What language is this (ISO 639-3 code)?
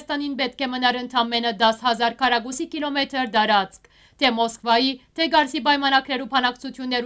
hyw